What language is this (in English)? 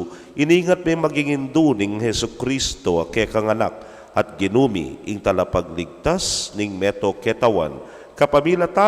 Pampanga